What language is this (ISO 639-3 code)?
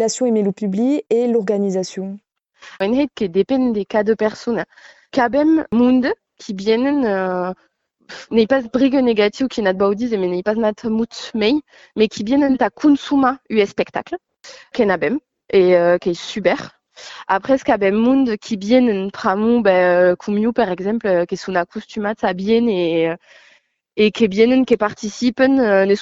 oci